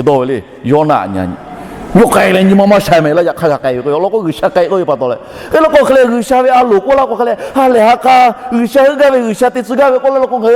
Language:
Lahu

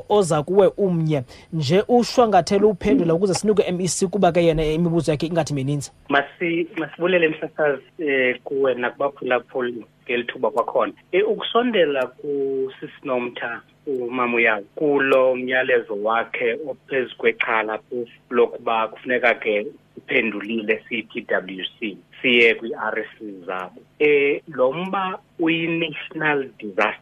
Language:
Xhosa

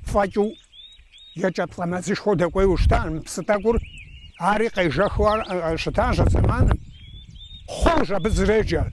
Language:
Kabardian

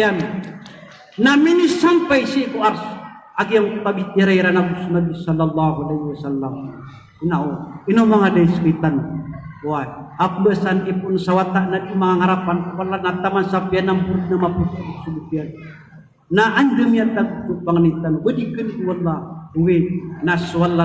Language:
Maranao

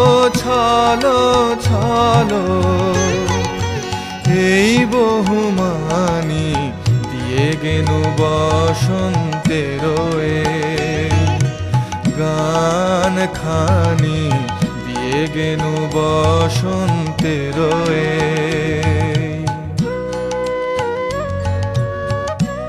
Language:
Bangla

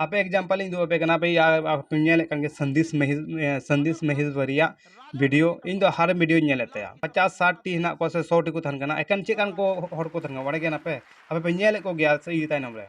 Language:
Santali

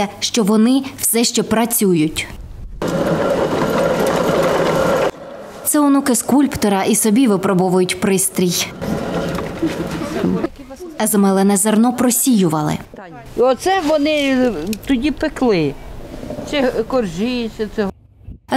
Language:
Ukrainian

